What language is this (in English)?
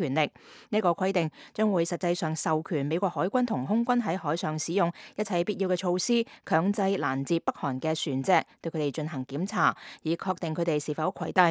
Cantonese